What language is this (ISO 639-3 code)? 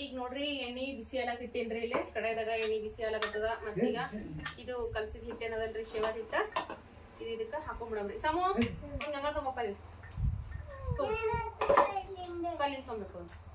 kan